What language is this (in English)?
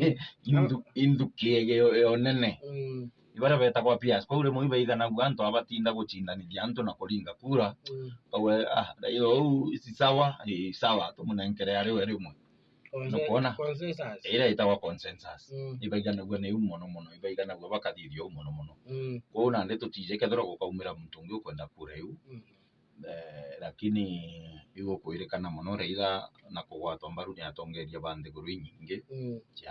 Meru